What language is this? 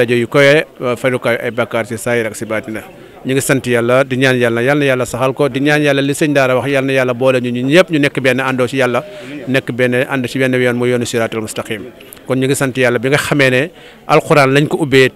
Wolof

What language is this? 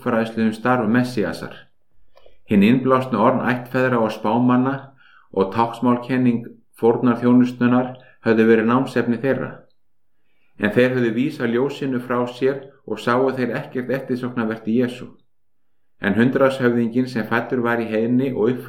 Icelandic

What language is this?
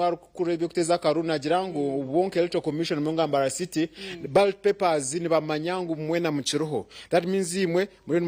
Nyankole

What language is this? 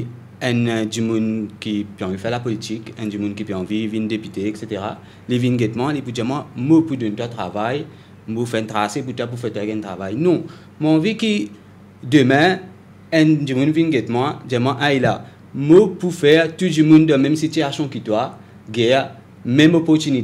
Morisyen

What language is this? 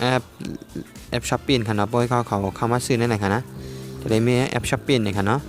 Shan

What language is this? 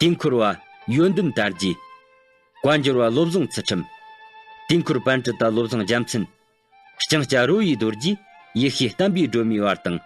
Tibetan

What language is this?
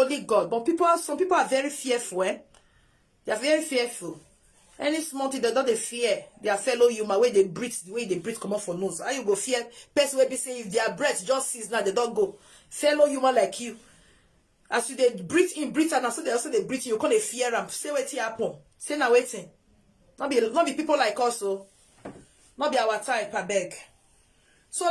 Nigerian Pidgin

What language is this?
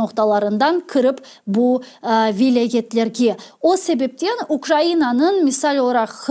Crimean Tatar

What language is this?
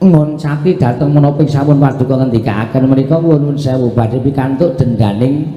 Javanese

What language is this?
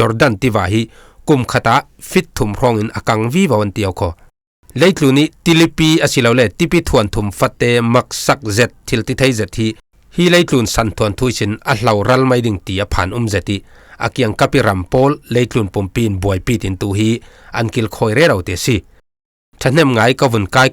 Falam Chin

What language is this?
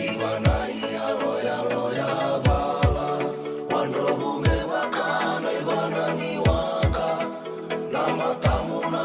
Fijian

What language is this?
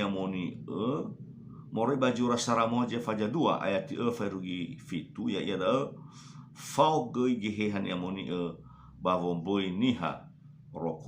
Nias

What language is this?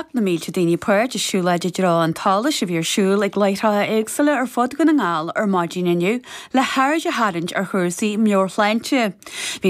Irish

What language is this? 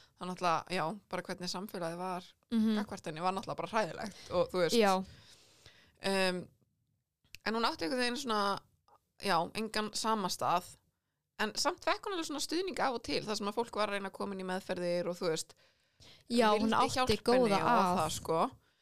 Icelandic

